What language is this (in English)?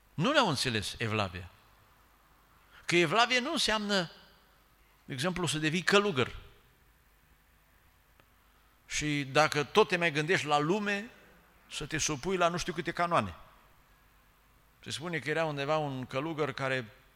Romanian